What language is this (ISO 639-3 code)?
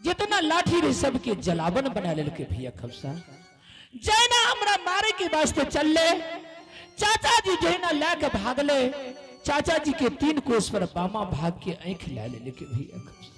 anp